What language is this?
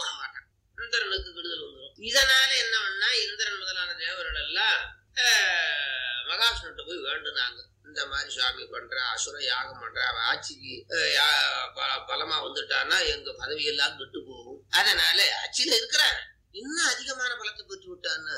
Tamil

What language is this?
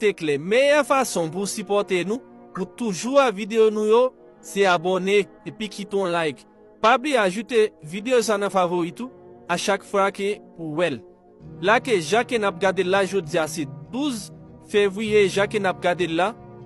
Haitian Creole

